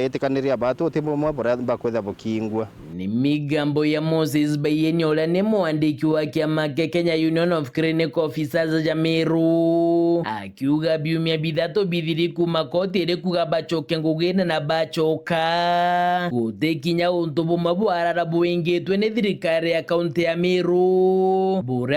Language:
Meru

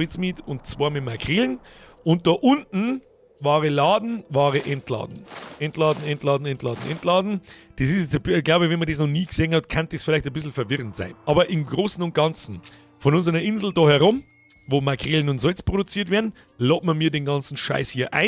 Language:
Bavarian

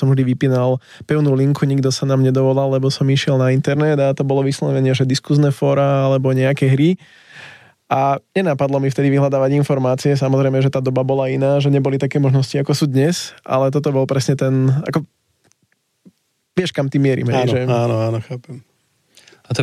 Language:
Slovak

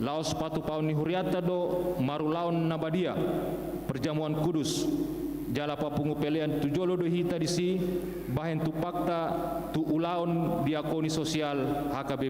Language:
Batak Toba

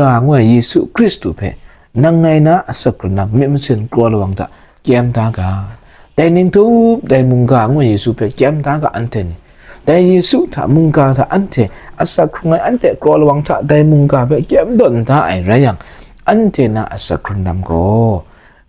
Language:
Kachin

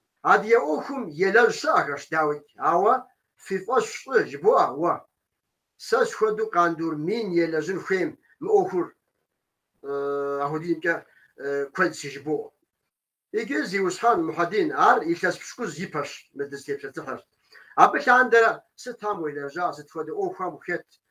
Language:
Kabardian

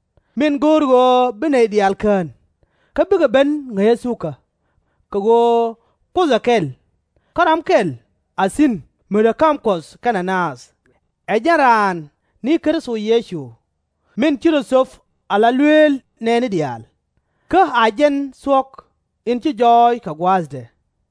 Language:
Nuer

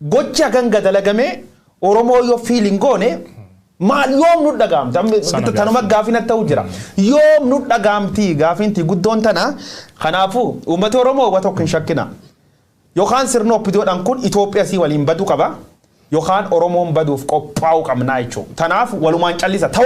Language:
Oromo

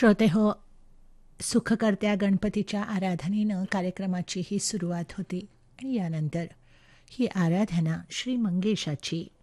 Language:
Marathi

